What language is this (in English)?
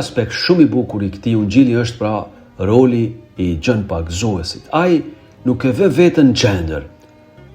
Albanian